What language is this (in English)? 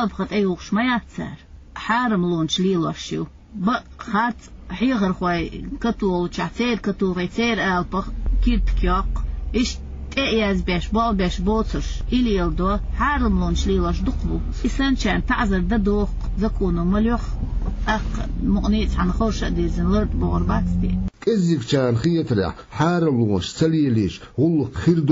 Chechen